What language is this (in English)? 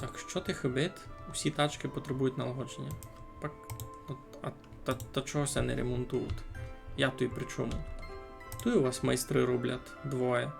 Rusyn